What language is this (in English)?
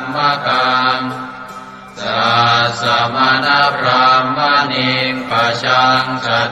Pali